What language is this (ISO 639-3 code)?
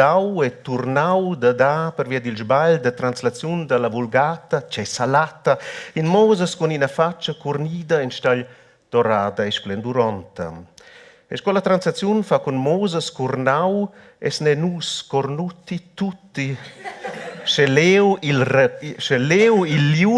roh